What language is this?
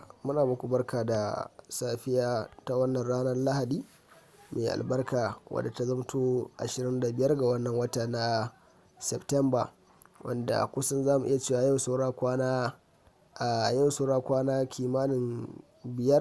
Hausa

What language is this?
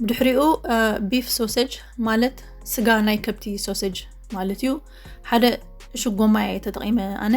Tigrinya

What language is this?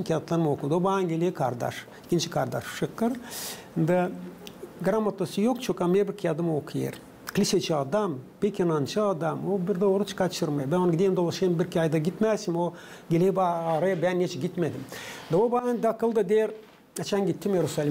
Gagauz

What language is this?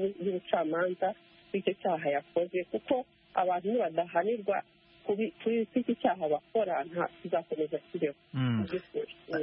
Kinyarwanda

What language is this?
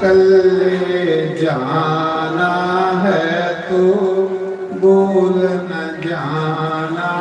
Dogri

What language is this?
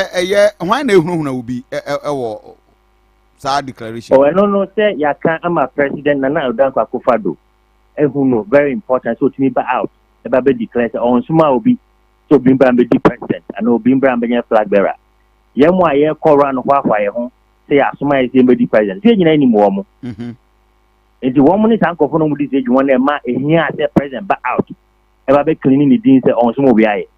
Akan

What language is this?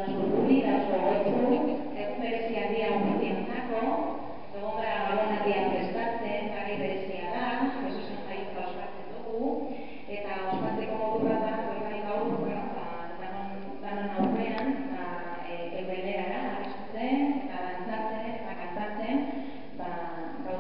Basque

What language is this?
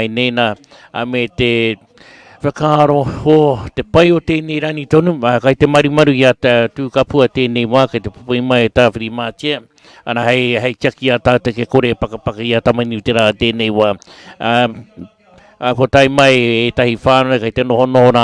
Māori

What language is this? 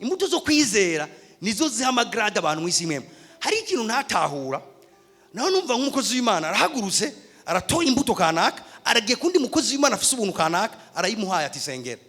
Rundi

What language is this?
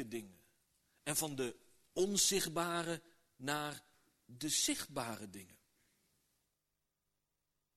Dutch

